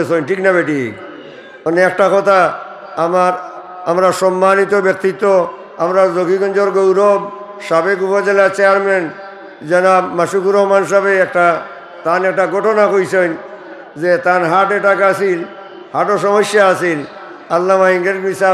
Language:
Sylheti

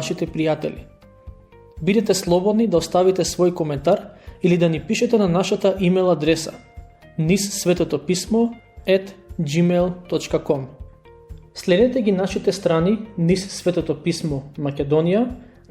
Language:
Macedonian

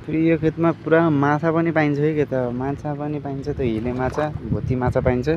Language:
Nepali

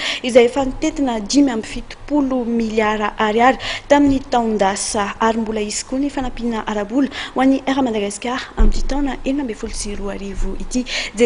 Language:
Malagasy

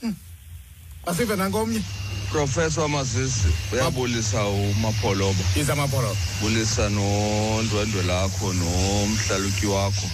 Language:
Xhosa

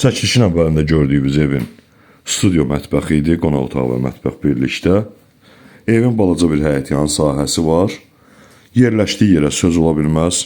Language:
Azerbaijani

